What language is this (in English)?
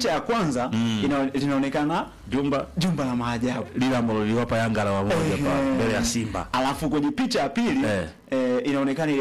Swahili